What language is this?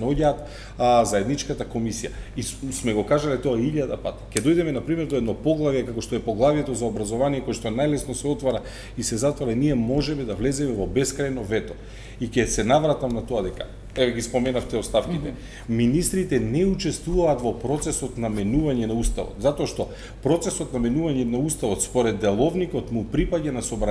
Macedonian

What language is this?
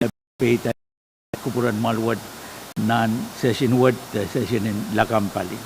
Pohnpeian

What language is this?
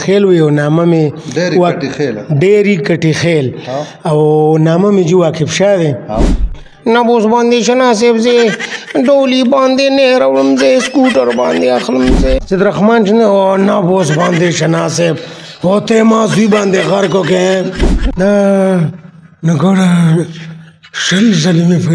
Pashto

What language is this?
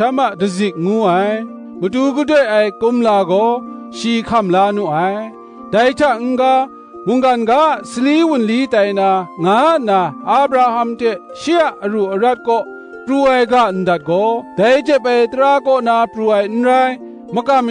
Kachin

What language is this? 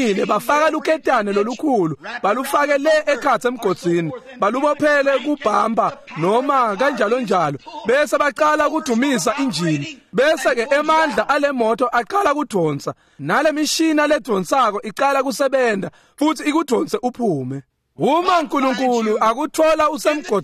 Swati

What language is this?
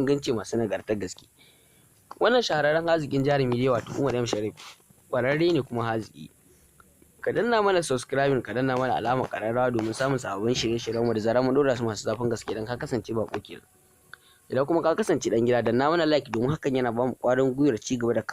Hausa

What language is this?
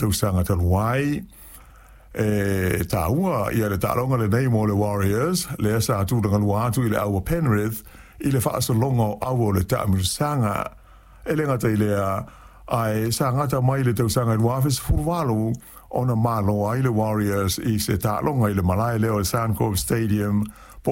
Samoan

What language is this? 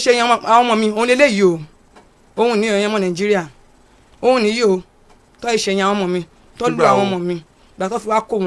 Yoruba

